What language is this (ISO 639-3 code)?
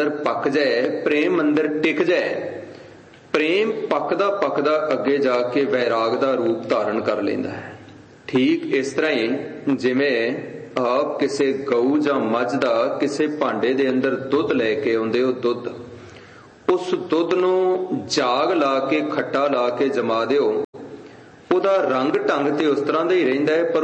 pan